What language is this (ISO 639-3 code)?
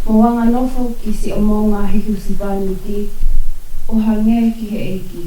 ton